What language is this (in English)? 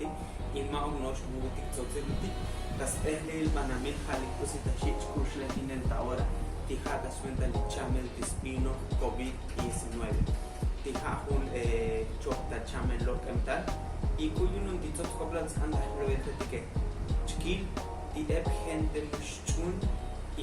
Tzotzil